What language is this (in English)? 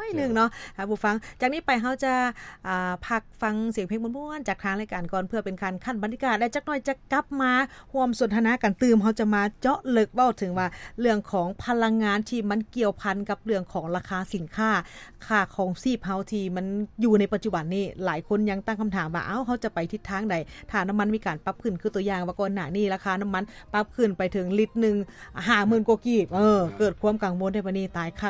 Lao